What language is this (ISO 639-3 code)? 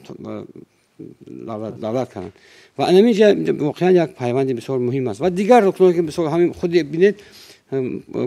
tgk